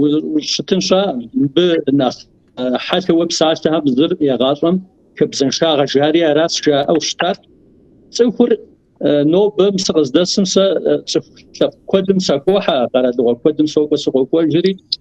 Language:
Kabardian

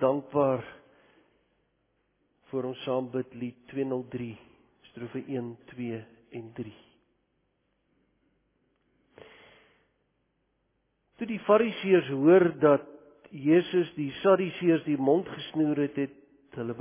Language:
Afrikaans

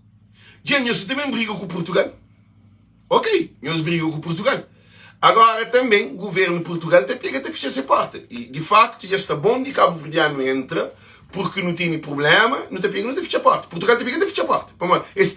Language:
Kabuverdianu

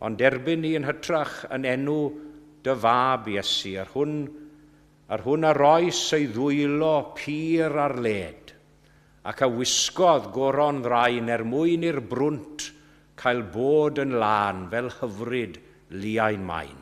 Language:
Welsh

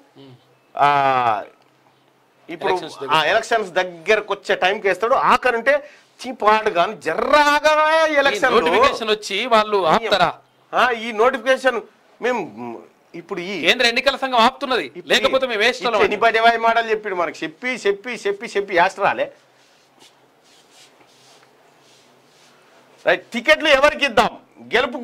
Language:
Telugu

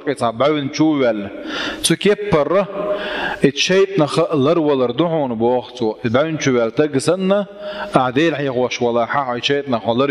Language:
Chechen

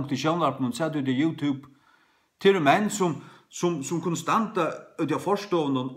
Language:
Faroese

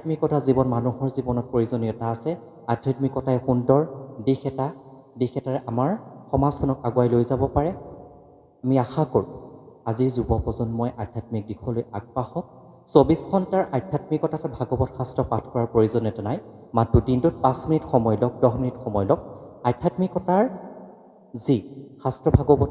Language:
Assamese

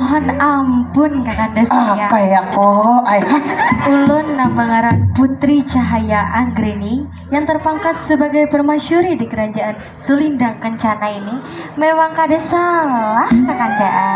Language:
Banjar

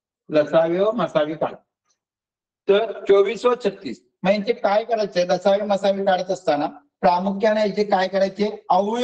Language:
Marathi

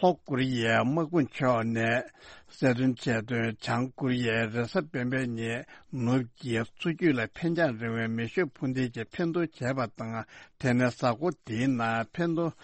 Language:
Tibetan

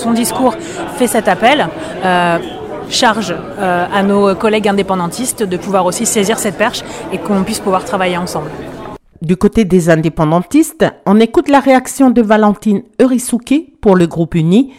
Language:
French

